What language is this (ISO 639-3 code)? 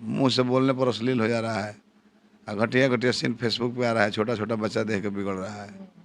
bho